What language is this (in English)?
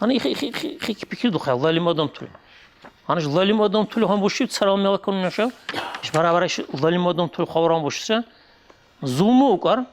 Dargwa